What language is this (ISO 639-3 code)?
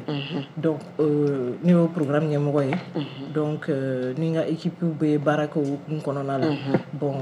bam